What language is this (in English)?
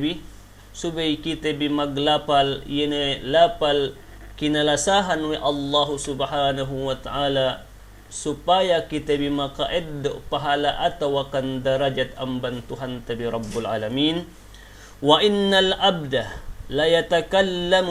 Yakan